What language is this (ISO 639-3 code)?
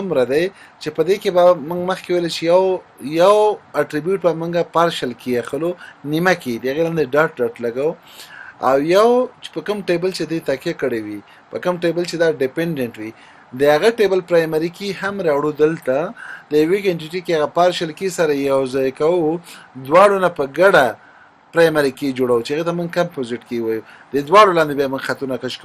pus